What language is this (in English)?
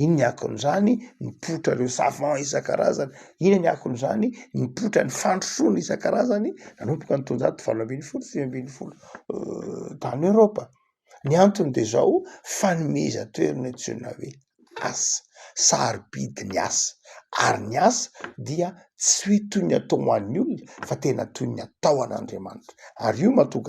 Malagasy